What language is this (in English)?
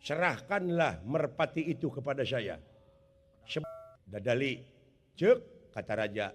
Sundanese